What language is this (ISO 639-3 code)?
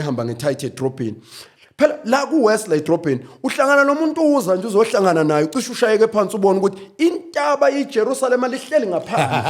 zul